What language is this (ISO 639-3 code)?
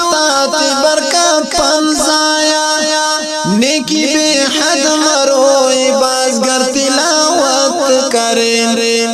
brh